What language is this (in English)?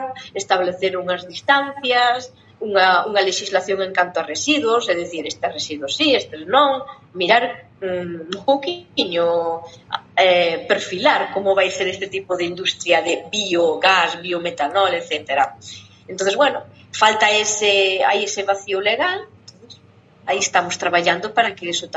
Galician